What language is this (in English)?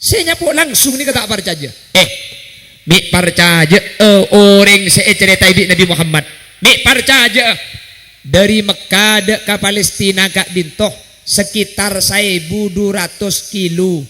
Madurese